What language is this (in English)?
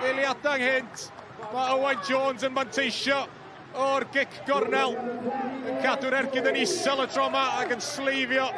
Welsh